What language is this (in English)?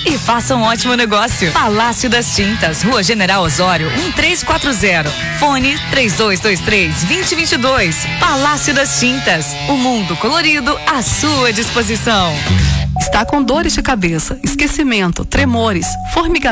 Portuguese